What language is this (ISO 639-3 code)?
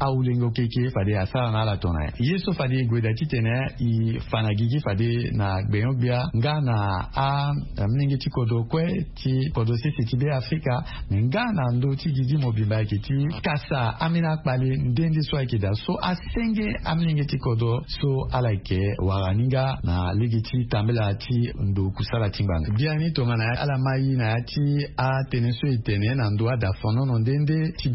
sag